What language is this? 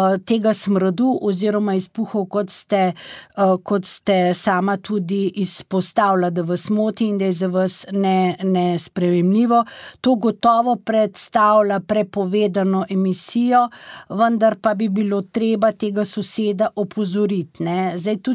Slovenian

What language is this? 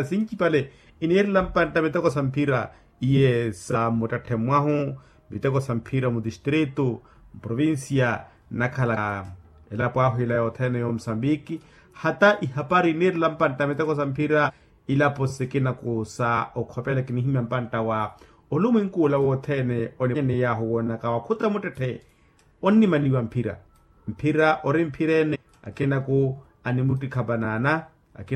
Makhuwa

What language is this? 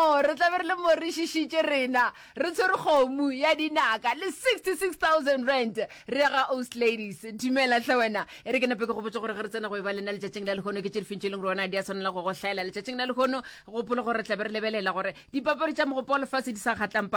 Northern Sotho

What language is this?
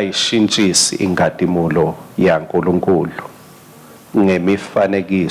Swati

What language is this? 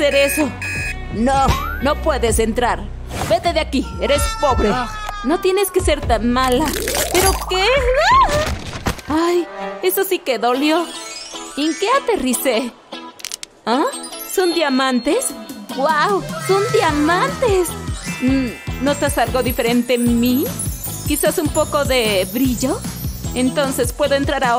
Spanish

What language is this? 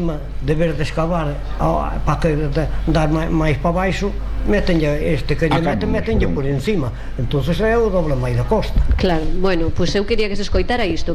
Galician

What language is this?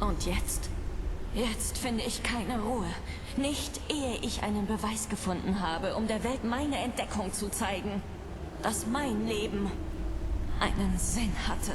Bavarian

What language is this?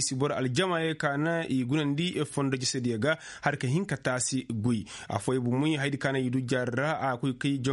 Koyraboro Senni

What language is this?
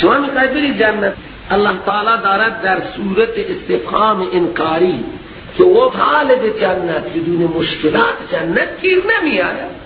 Persian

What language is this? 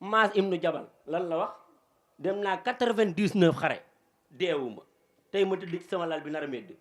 Wolof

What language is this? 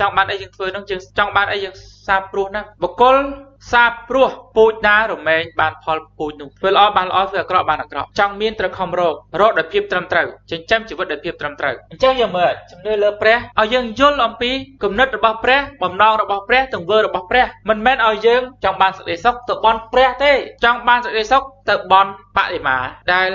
Khmer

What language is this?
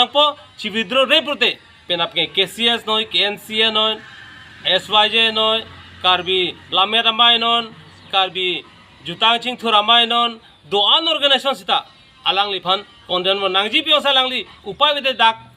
Karbi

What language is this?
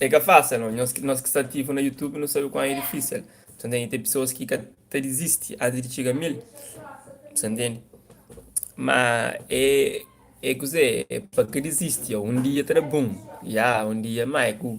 Kabuverdianu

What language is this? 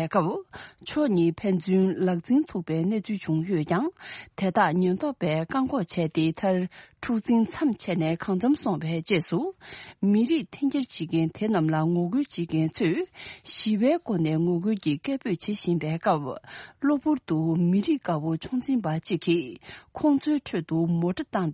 Tibetan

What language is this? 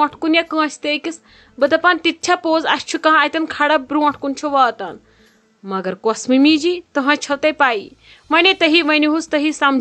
Kashmiri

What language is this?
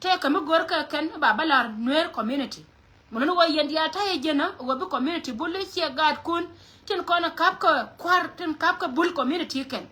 Nuer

